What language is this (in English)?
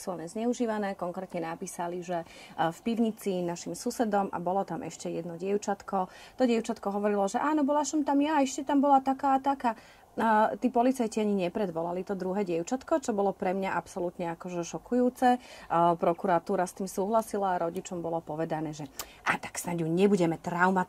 Slovak